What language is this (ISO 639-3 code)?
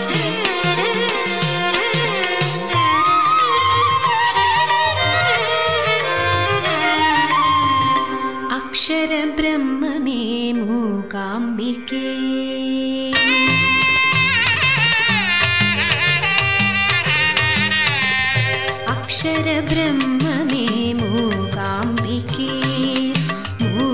mal